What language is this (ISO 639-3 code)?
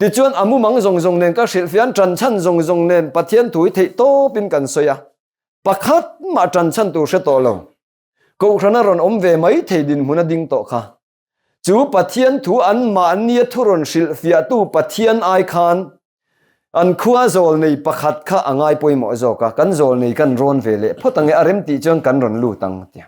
lus